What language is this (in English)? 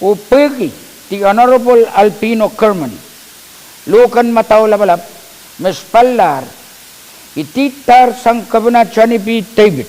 Pohnpeian